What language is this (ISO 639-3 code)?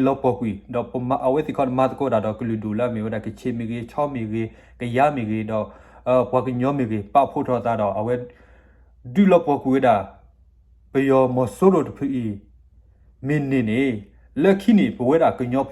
ksw